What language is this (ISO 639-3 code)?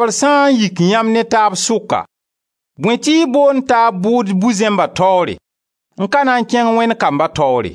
mos